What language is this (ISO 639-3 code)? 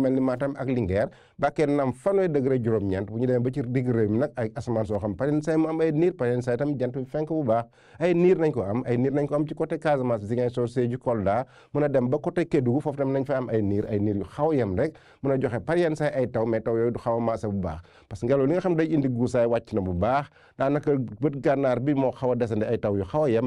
wol